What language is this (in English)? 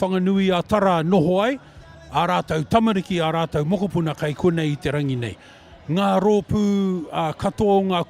Māori